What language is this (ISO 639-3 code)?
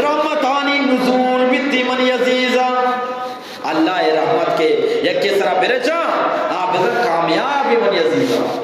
bgp